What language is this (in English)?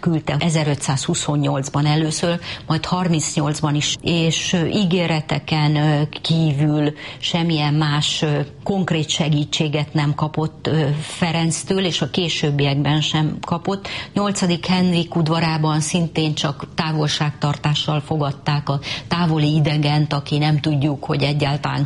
Hungarian